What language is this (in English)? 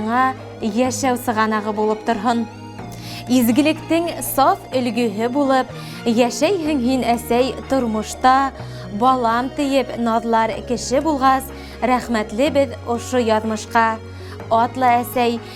Bashkir